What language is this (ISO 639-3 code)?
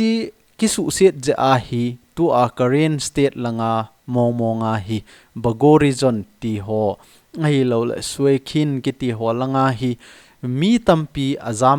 tcz